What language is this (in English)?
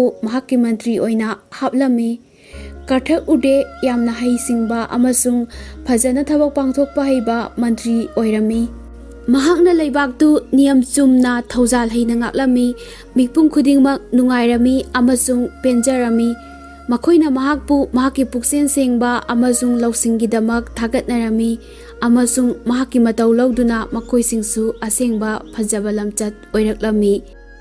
Manipuri